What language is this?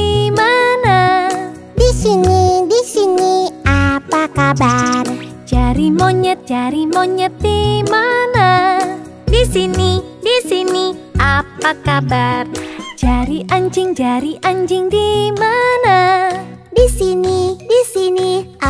Indonesian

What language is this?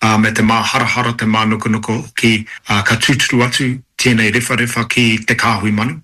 Māori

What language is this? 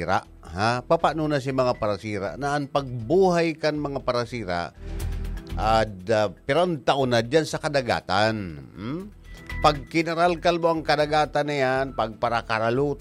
Bikol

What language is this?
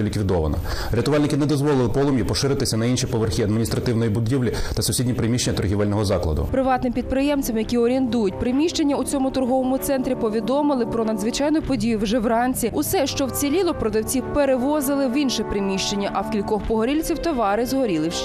Ukrainian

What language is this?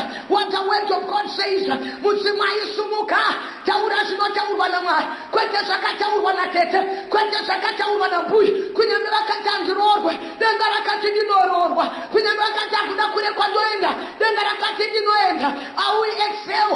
Shona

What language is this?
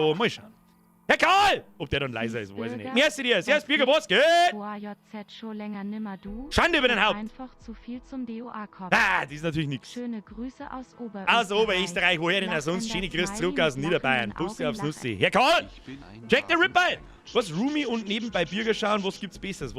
Bavarian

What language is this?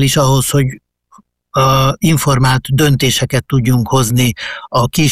Hungarian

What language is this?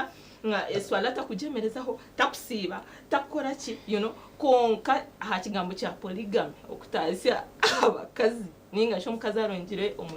Nyankole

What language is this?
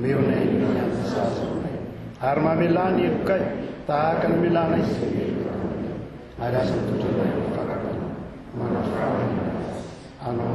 Malagasy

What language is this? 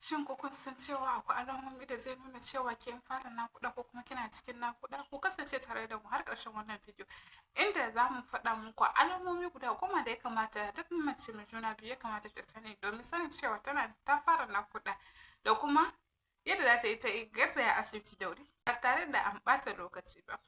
Hausa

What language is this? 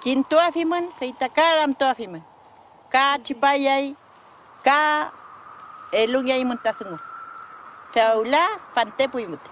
Mapuche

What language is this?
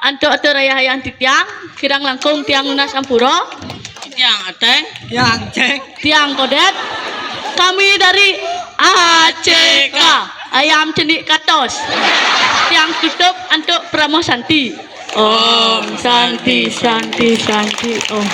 Balinese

